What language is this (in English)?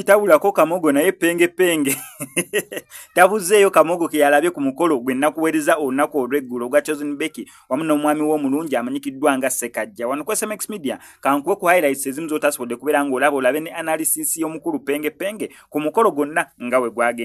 Ganda